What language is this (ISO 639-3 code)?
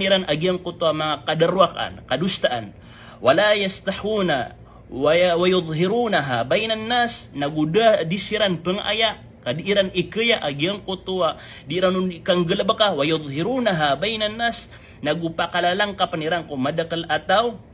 mrw